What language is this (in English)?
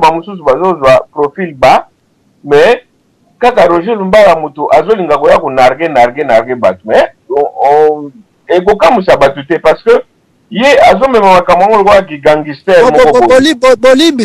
Lingala